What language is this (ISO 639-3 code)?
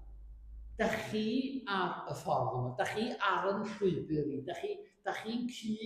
cym